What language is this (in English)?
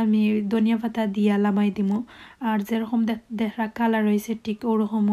Sylheti